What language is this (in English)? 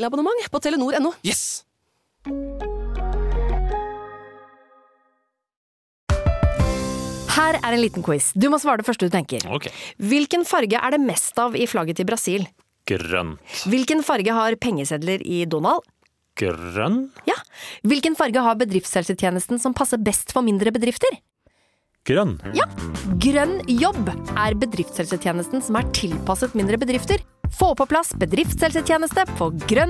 Norwegian